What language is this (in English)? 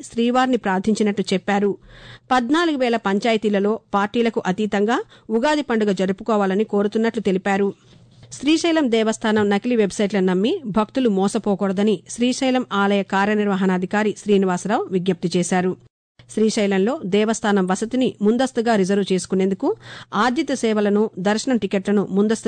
Telugu